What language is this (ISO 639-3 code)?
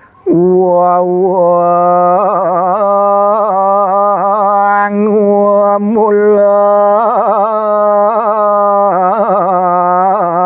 ban